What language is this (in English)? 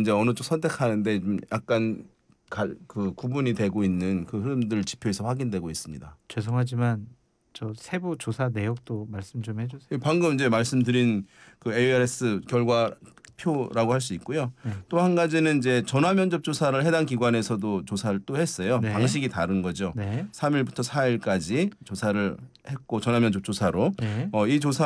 Korean